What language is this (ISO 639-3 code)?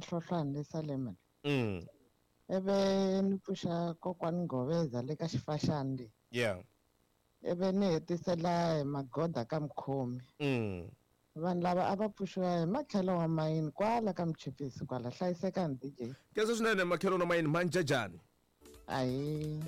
tso